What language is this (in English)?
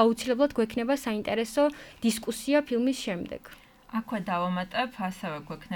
Georgian